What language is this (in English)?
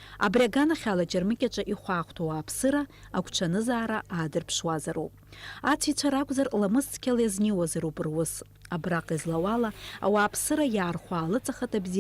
Abkhazian